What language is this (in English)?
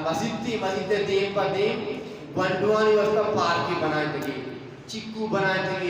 Eastern Balochi